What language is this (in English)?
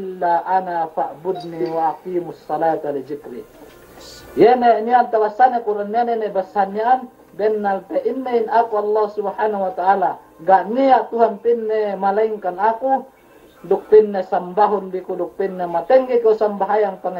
Yakan